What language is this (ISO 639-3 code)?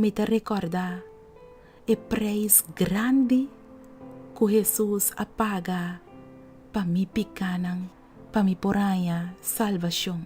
pap